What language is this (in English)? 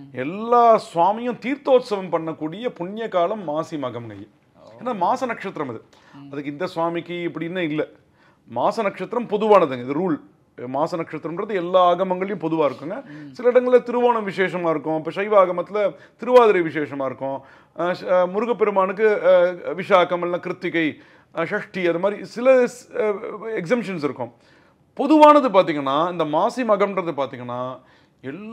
Tamil